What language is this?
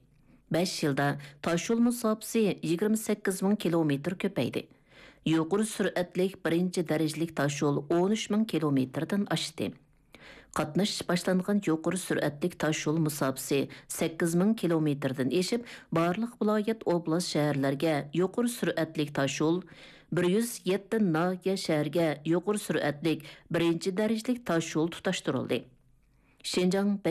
Uyghur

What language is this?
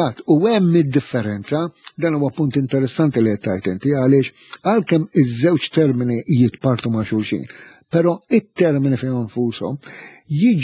Maltese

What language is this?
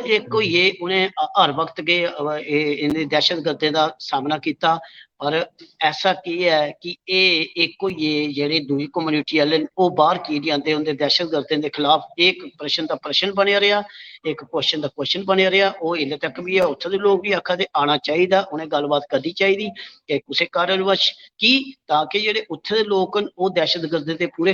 Dogri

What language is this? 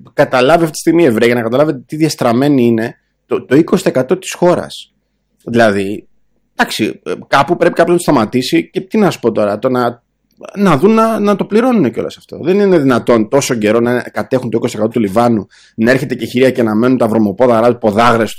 Greek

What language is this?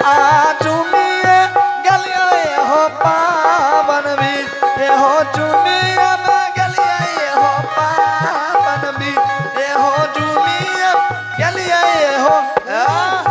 Angika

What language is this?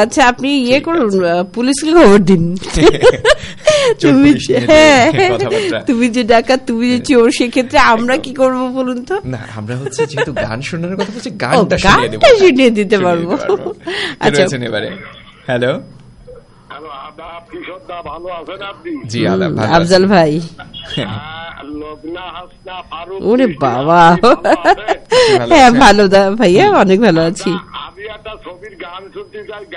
Bangla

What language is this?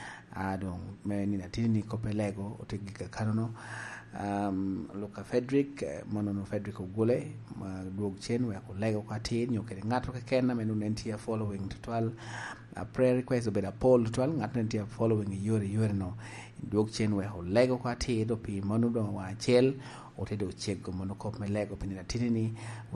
Lango (Uganda)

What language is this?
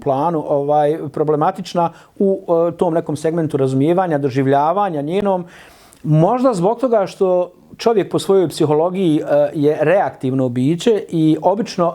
Bosnian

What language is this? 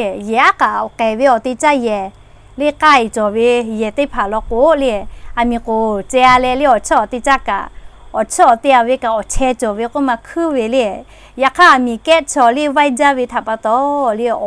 Lahu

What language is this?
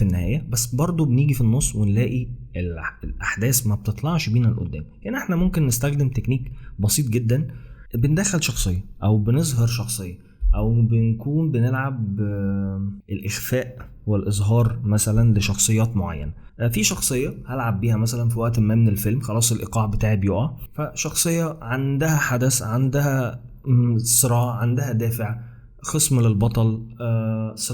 Egyptian Arabic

